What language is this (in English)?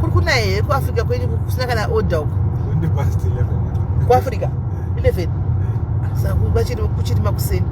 Shona